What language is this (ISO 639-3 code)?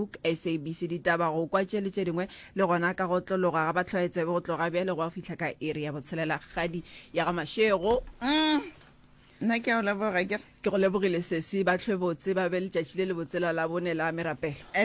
nso